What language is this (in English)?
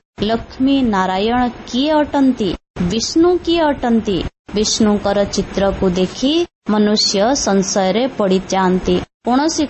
Odia